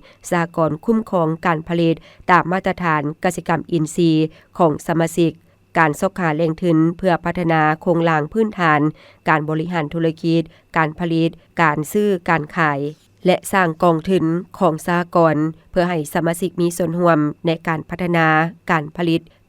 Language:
Lao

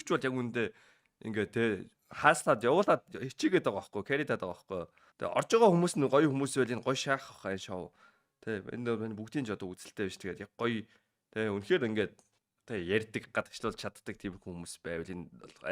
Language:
Mongolian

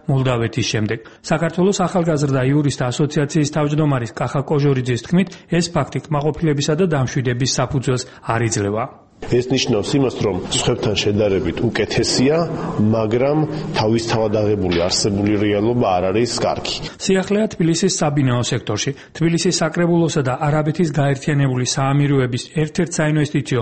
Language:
Georgian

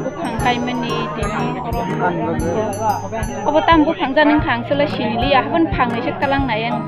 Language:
Kok Borok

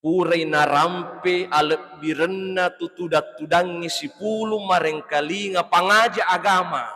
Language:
Buginese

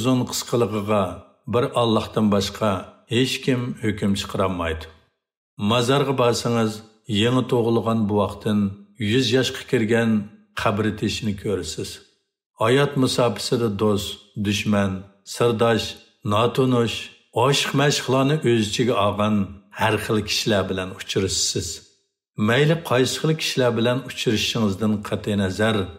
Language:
Uyghur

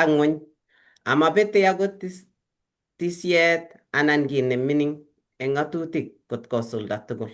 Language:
Kalenjin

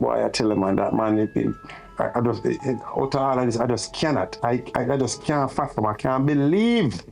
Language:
Jamaican Creole English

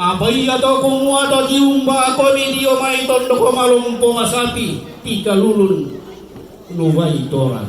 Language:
Toraja-Sa'dan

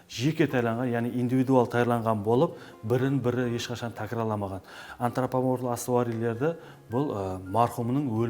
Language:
Kara-Kalpak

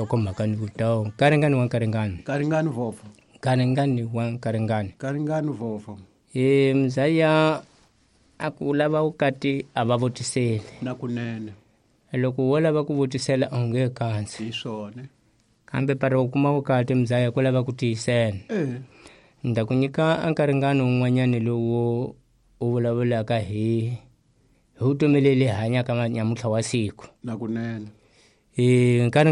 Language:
Tsonga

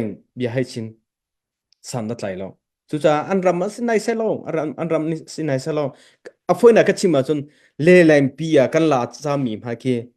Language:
Hakha Chin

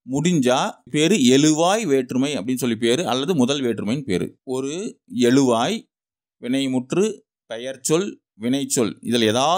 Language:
Tamil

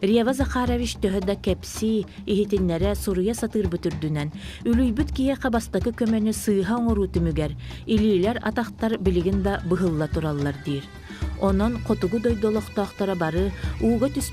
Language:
Yakut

